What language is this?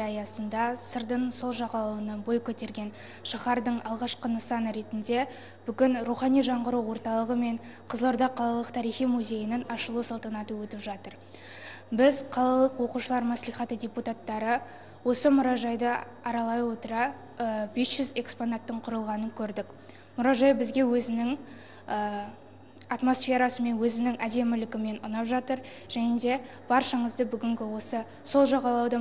Kazakh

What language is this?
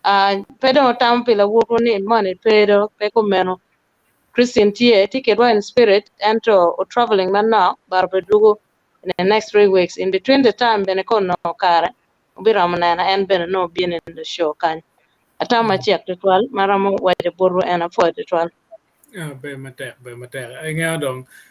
Acoli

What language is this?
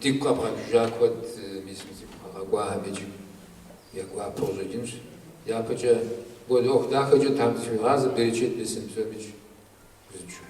Kabardian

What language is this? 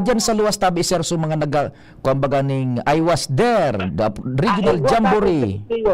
Bikol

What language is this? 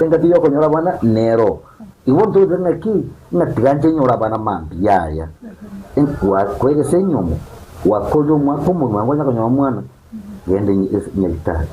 Gusii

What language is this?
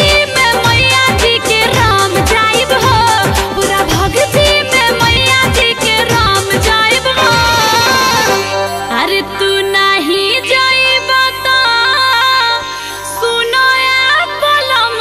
Bhojpuri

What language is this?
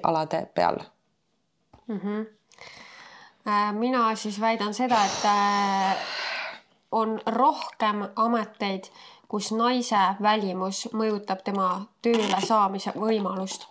Estonian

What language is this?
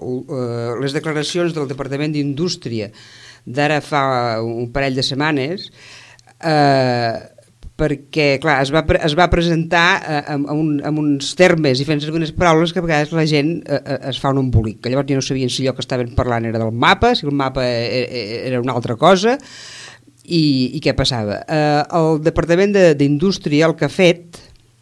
Catalan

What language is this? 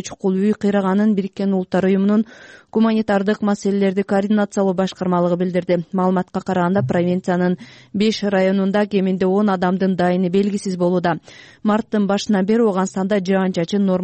Kyrgyz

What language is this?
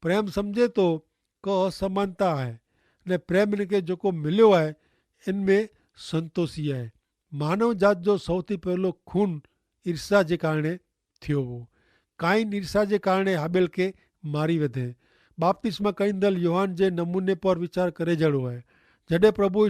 Kachhi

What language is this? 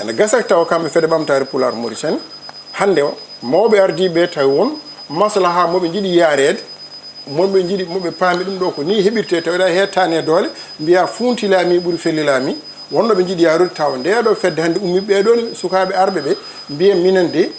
Fula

